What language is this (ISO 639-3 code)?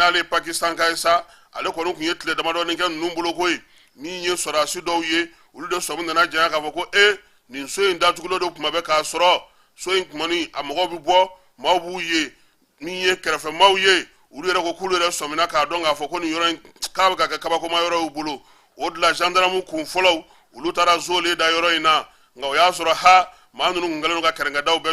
bam